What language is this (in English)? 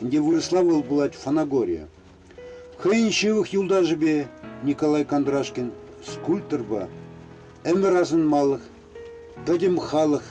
Chuvash